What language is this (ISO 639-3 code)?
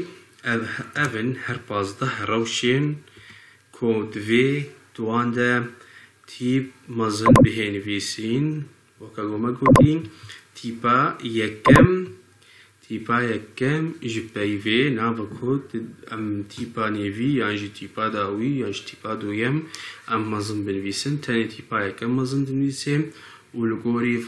kur